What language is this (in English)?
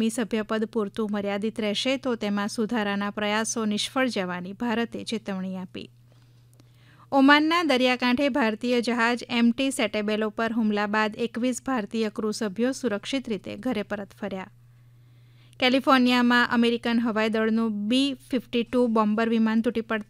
Gujarati